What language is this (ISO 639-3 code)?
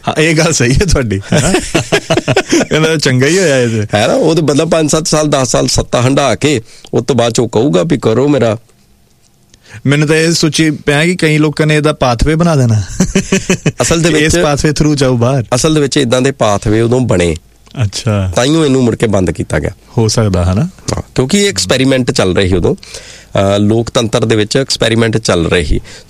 pan